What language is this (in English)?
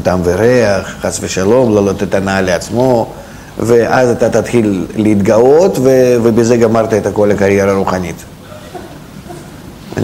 Hebrew